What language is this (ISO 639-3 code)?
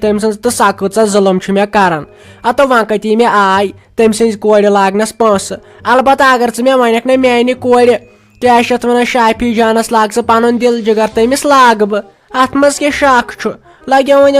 kas